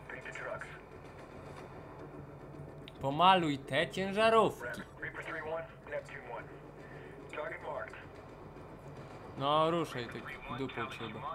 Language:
Polish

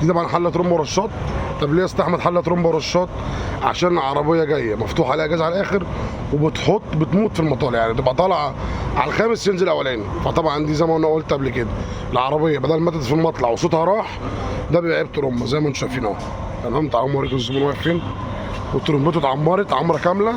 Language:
Egyptian Arabic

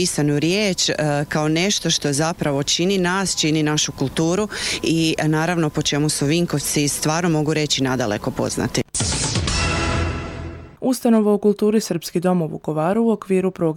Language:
Serbian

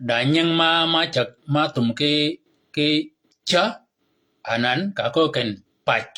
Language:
Shilluk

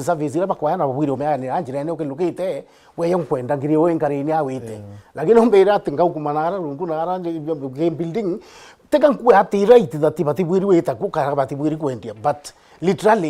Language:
Meru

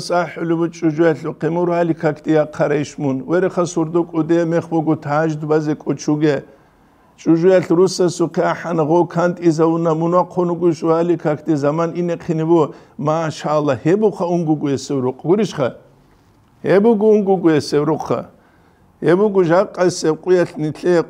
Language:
Avaric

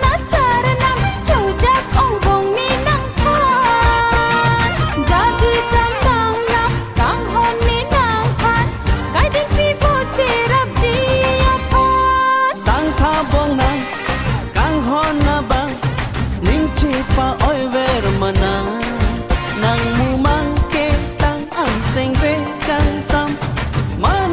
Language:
Karbi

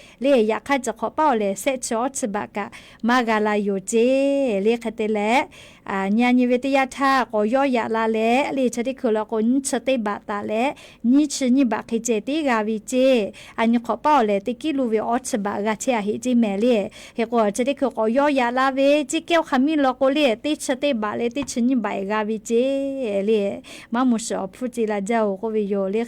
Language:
Lahu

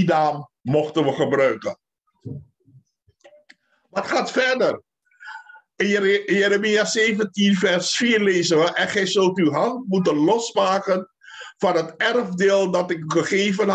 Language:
Dutch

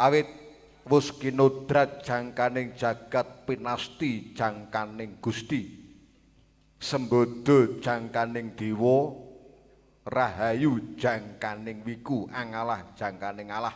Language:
Javanese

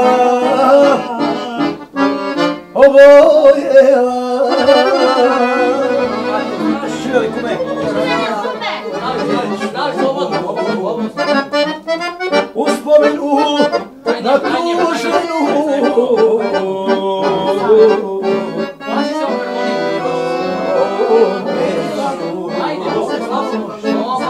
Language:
Croatian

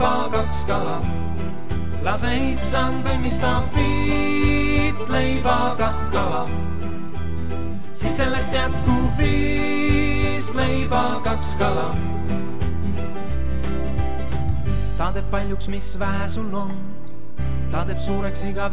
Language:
Estonian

